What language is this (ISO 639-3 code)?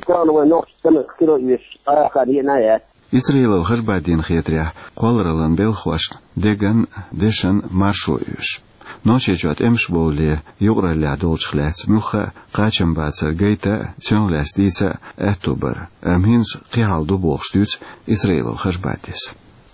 che